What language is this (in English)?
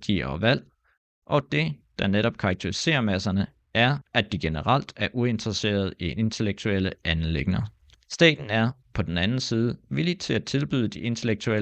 Danish